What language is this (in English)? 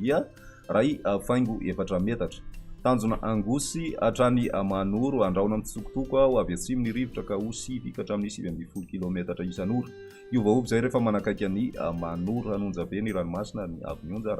Malagasy